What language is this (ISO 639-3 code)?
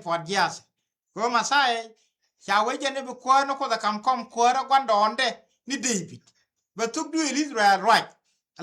nus